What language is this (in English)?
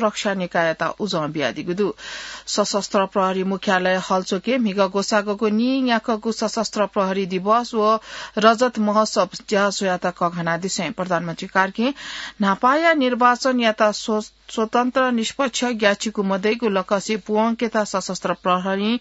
Newari